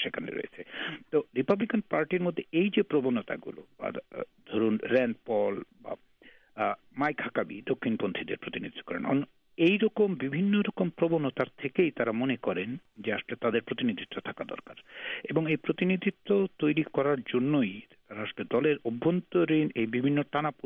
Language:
Bangla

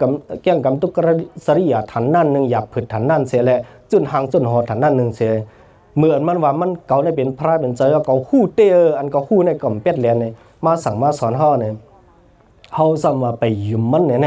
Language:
Shan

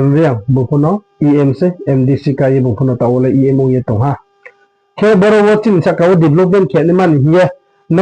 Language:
Riang (India)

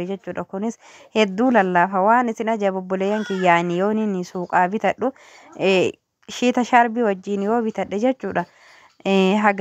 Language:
Oromo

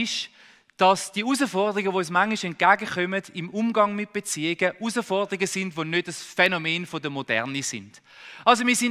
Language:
Swiss German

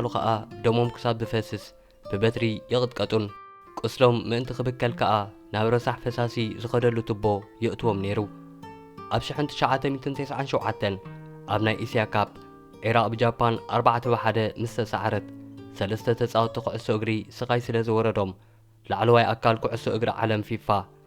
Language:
Tigrinya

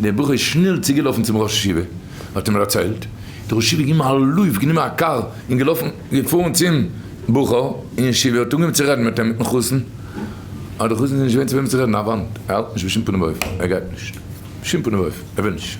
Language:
Yiddish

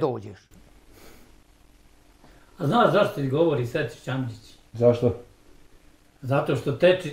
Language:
Bosnian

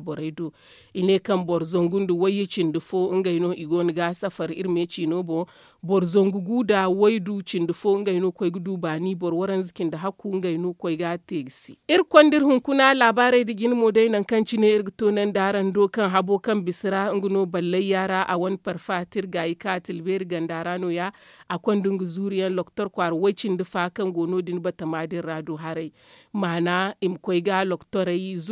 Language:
Zarma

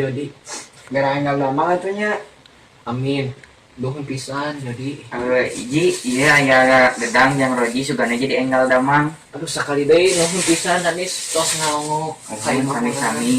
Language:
Sundanese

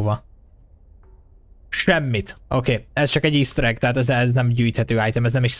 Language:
Hungarian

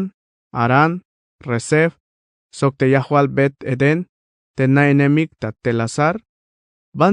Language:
Tzeltal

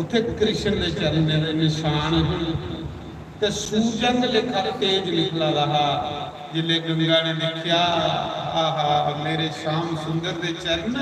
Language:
Dogri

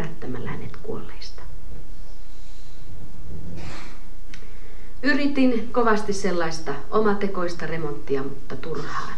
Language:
Finnish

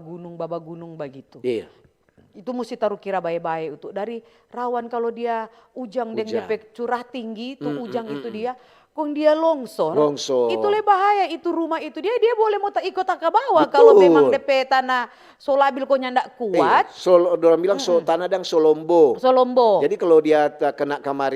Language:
Manado Malay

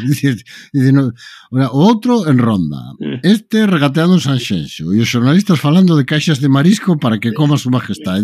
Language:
Galician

